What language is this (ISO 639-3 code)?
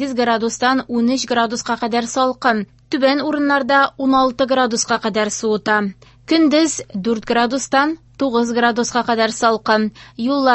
tat